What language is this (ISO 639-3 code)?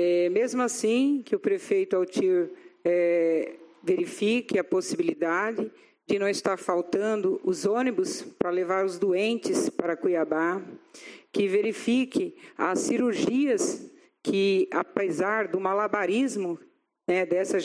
por